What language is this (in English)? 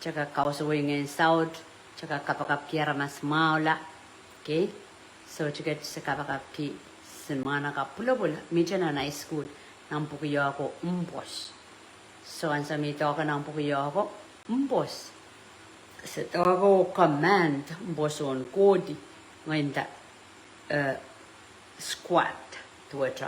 Pohnpeian